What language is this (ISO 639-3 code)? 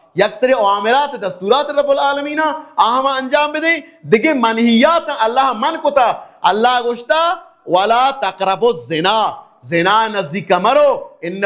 bal